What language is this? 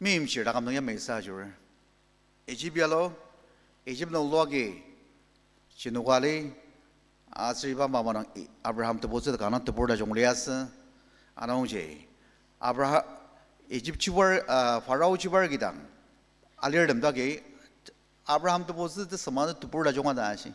Ao Naga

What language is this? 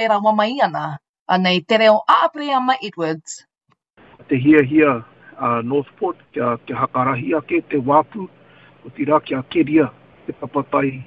Māori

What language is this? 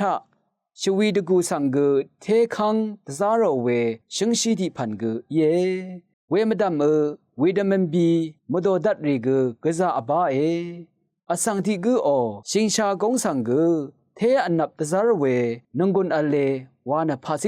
Rawang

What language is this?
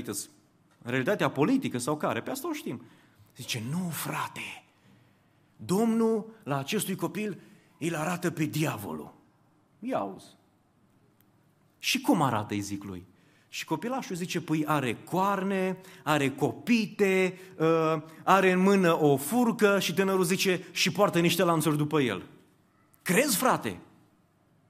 Romanian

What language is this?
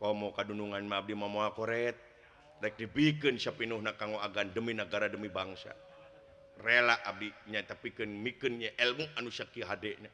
Sundanese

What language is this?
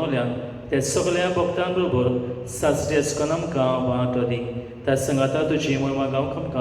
Konkani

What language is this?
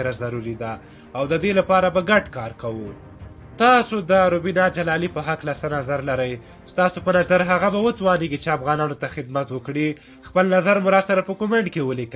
Pashto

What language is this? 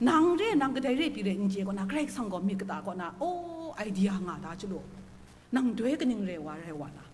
Kachin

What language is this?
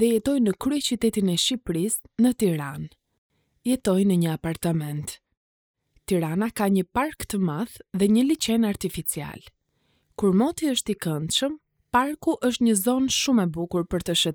Albanian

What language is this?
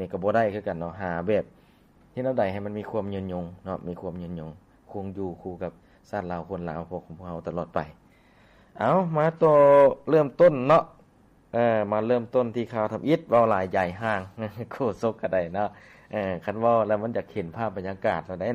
Lao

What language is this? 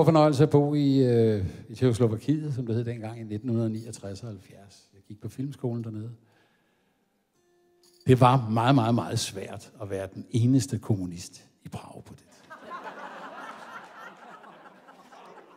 Danish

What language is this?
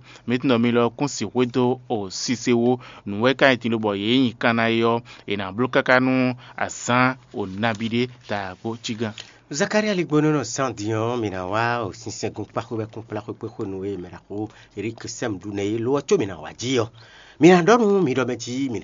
Fon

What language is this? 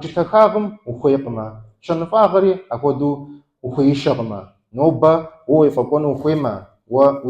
Kabardian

